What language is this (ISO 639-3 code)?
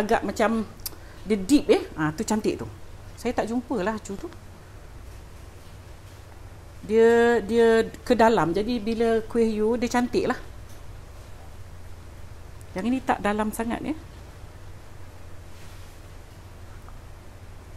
msa